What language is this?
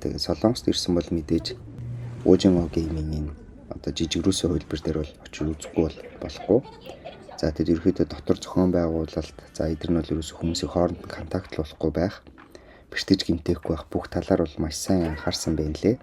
Mongolian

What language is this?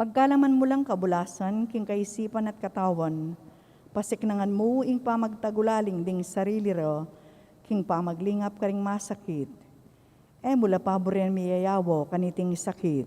Pampanga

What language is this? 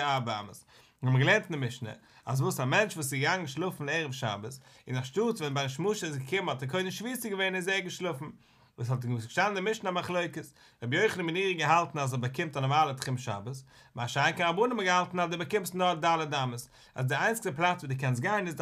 Yiddish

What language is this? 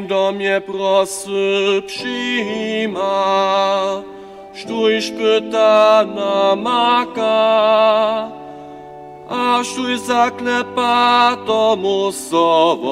Upper Sorbian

